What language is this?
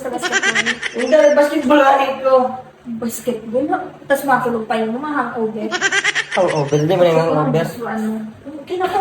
Bikol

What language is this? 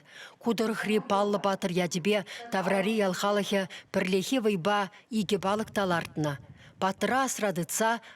Chuvash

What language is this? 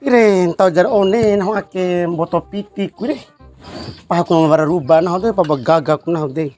Bima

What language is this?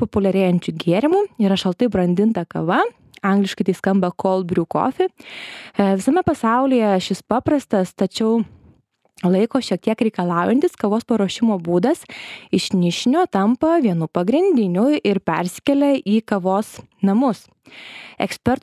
Lithuanian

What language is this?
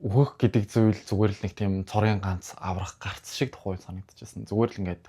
Mongolian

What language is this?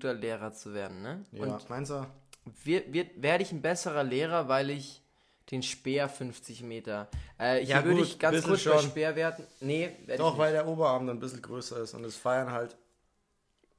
German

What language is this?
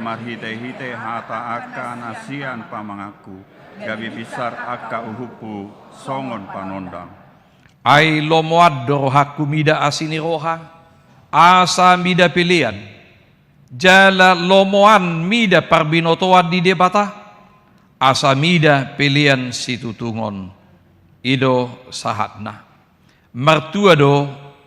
Batak Toba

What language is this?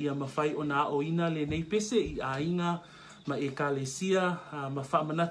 Samoan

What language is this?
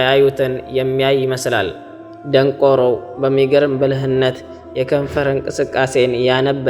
Amharic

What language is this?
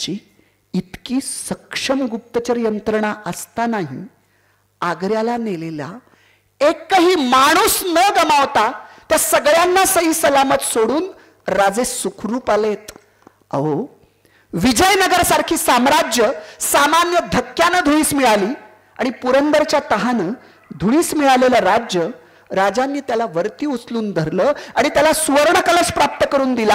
Marathi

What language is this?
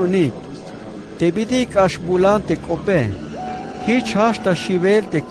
Tzeltal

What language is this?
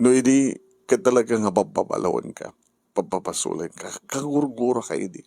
Iloko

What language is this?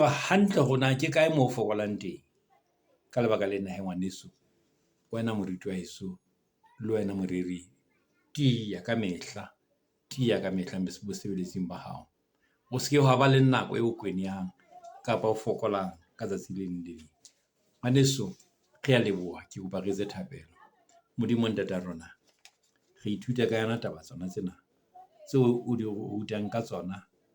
Southern Sotho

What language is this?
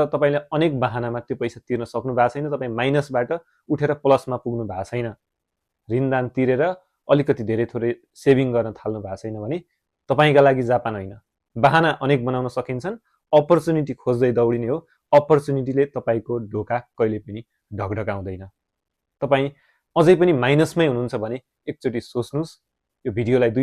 Nepali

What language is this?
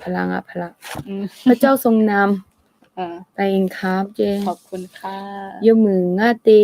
Akha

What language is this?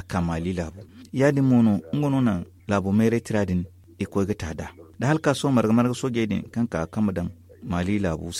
Zarma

